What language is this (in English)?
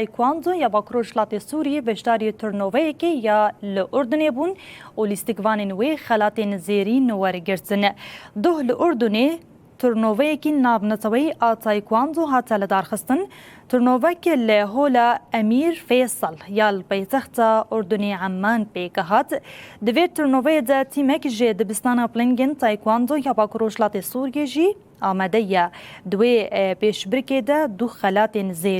Kurdish